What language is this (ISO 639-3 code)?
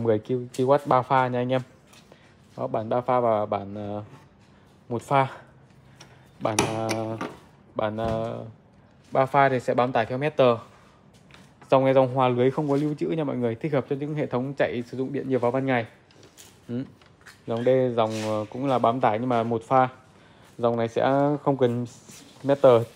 vie